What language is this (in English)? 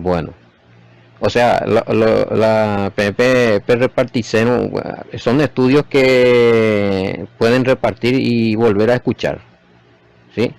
Guarani